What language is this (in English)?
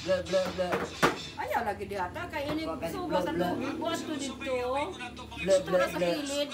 Cebuano